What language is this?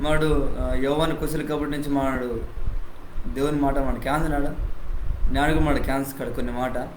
Koya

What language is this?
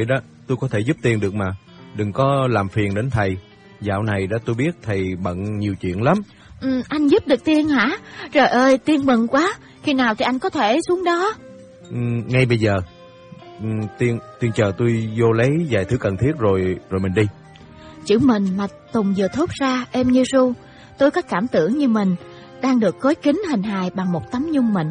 Vietnamese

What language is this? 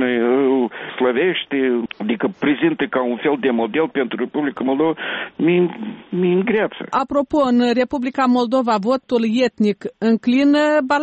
Romanian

